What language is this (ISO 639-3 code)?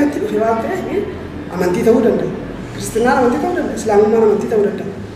orm